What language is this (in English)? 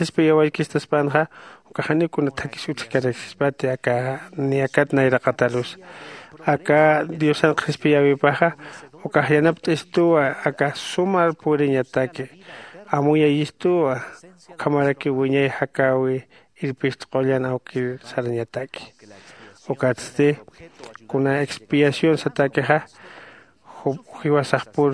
Aymara